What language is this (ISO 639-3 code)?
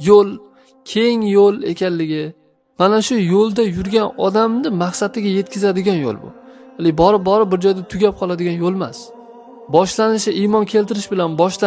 uzb